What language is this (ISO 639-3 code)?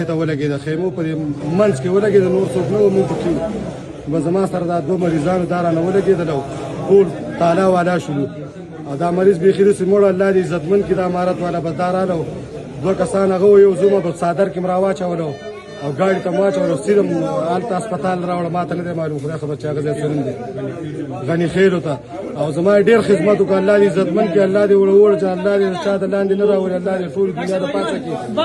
pus